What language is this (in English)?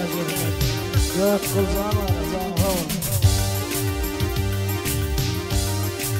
Turkish